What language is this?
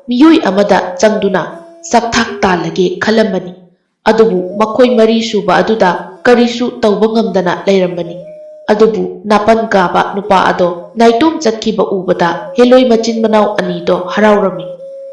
Manipuri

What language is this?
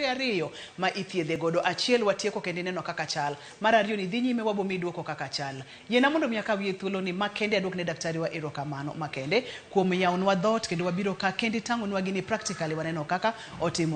Luo (Kenya and Tanzania)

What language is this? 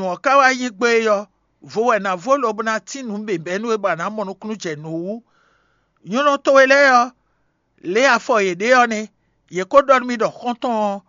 Fon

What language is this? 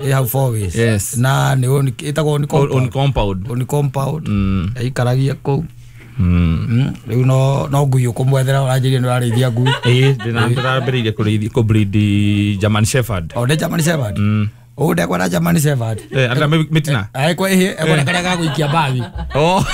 Kikuyu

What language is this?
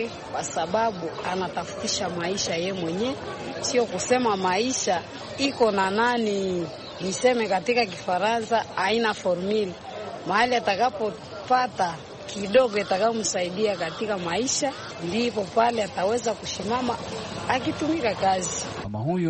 Swahili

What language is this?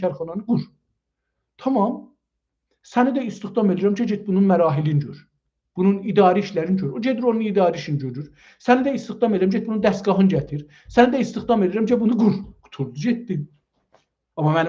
South Azerbaijani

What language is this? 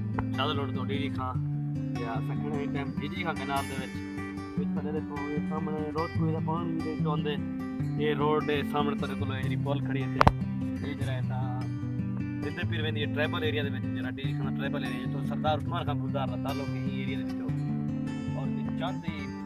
Saraiki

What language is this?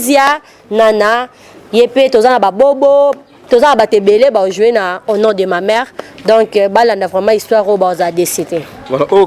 Lingala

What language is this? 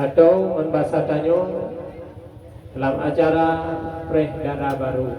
Achinese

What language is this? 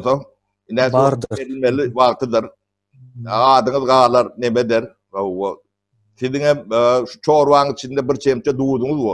Turkmen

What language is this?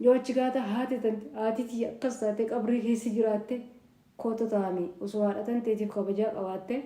Oromo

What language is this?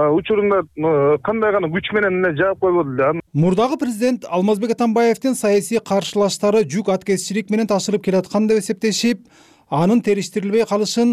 Kyrgyz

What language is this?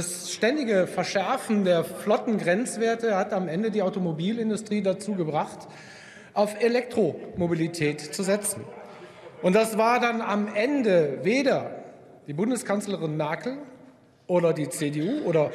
German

